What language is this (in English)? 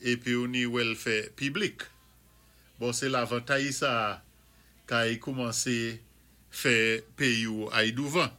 Saint Lucian Creole French